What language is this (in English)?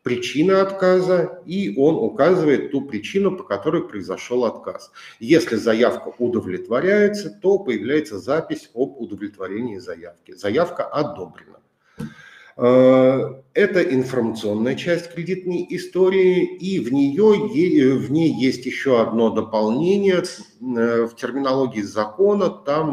Russian